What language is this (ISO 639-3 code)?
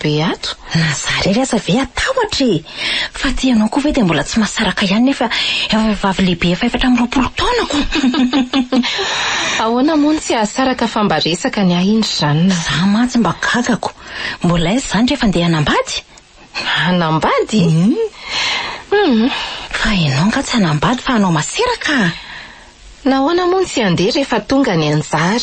mlg